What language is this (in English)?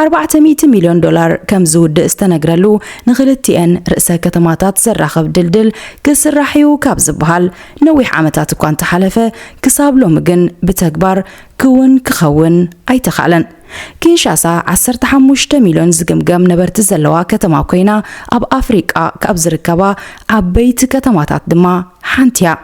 Tigrinya